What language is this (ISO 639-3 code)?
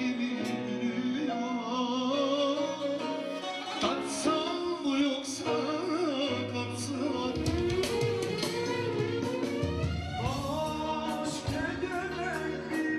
tur